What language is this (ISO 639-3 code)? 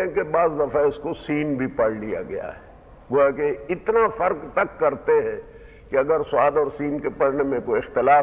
urd